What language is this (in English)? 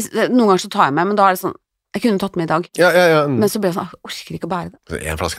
Norwegian